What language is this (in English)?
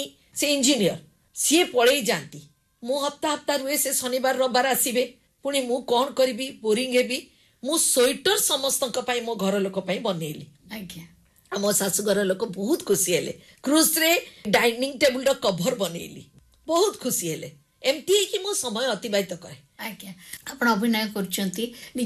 Odia